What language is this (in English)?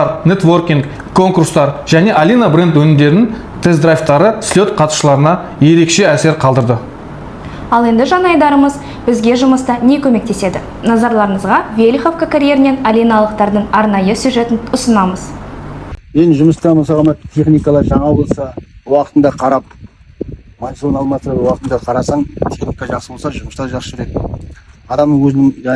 Kazakh